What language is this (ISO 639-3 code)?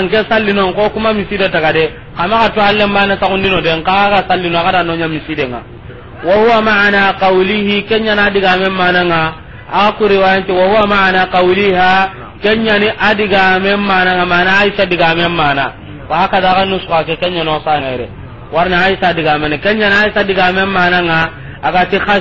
snk